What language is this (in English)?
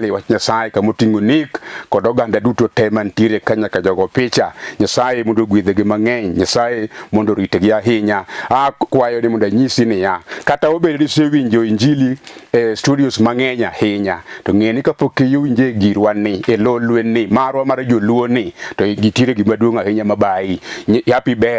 Luo (Kenya and Tanzania)